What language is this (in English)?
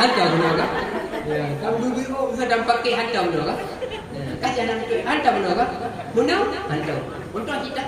Achinese